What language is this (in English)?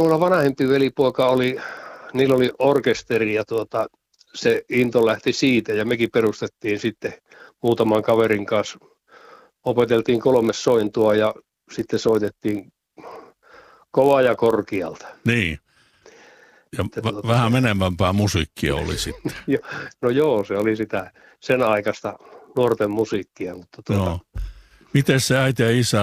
Finnish